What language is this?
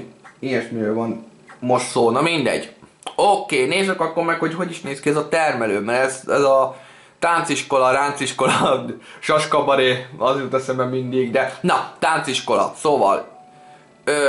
Hungarian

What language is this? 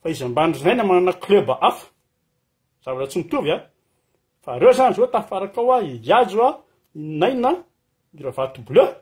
Malagasy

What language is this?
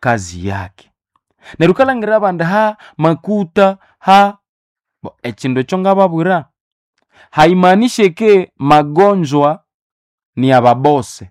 Nande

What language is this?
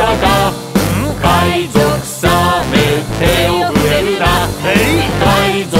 Japanese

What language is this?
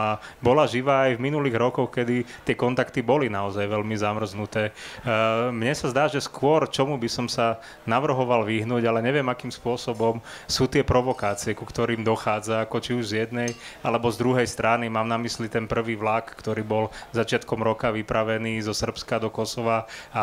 Slovak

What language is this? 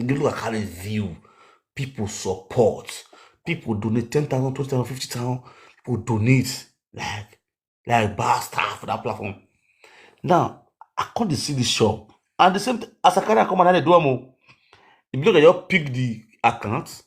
Nigerian Pidgin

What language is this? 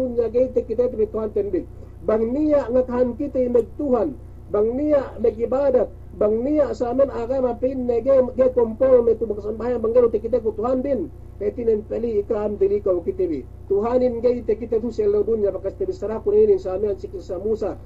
Yakan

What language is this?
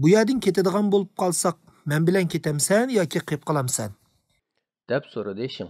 Uyghur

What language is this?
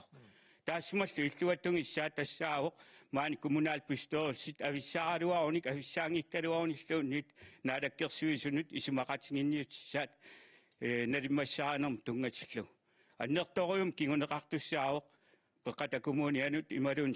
Kalaallisut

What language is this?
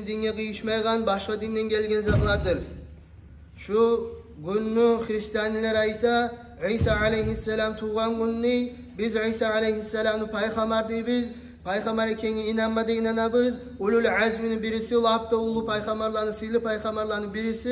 Kumyk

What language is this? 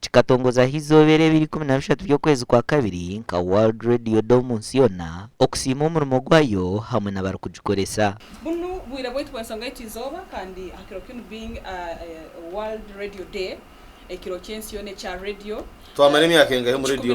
Nyankole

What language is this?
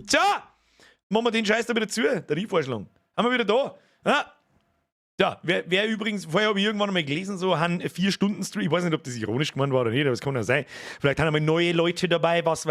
Bavarian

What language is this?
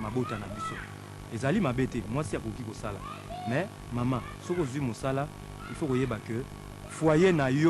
Lingala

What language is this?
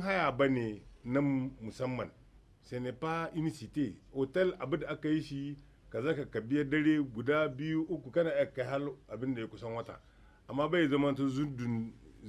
Hausa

